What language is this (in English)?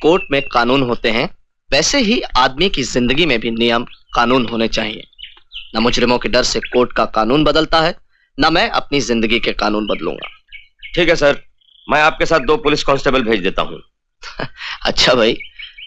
Hindi